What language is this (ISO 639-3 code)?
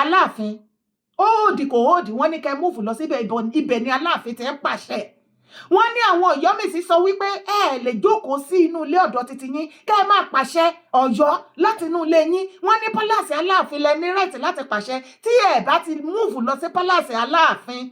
yor